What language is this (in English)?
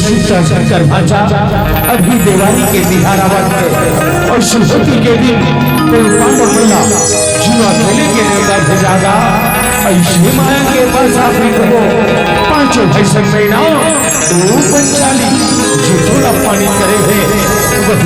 Chhattisgarhi